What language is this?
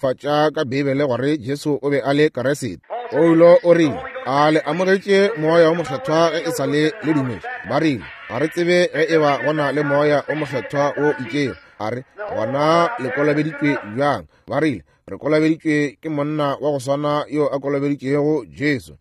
Northern Sotho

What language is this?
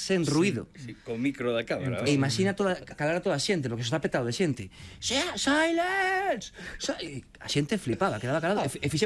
Galician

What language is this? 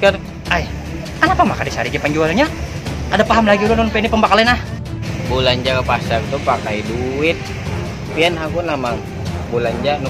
Banjar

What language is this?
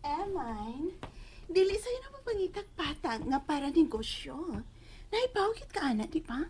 Cebuano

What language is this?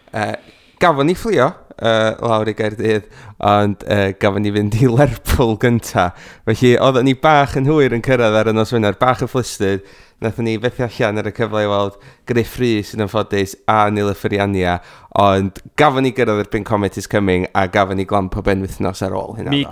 Welsh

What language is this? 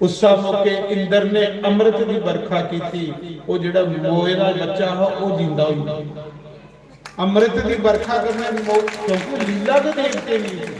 Dogri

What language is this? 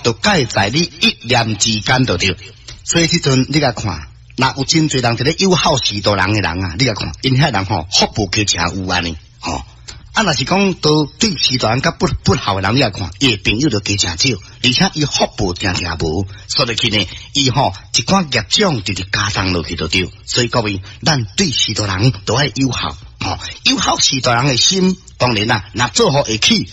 Min Nan Chinese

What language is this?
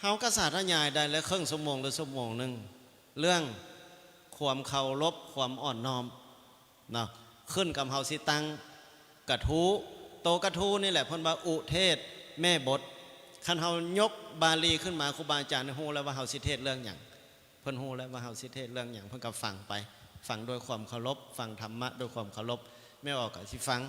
Lao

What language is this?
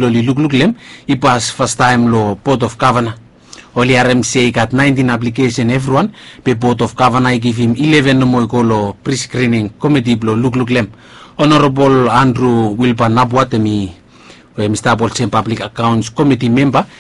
Bislama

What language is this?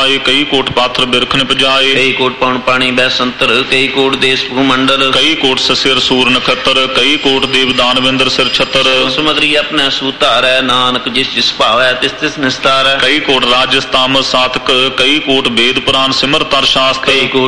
Punjabi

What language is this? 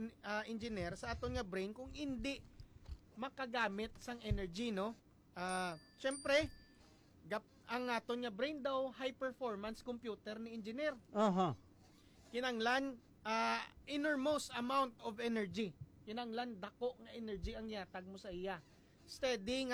Hiligaynon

